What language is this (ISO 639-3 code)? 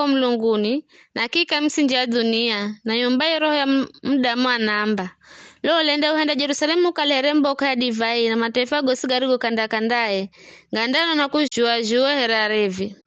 nyf